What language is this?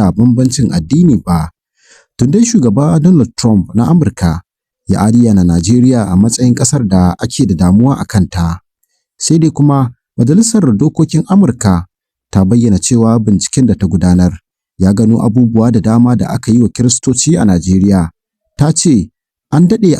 Hausa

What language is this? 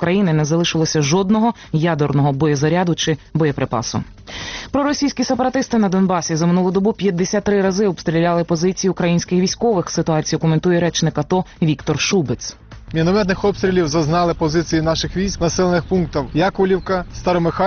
Ukrainian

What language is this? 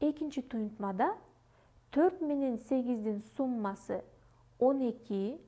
Kyrgyz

